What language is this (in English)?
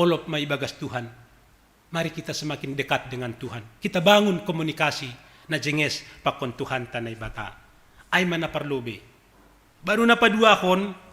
Batak Simalungun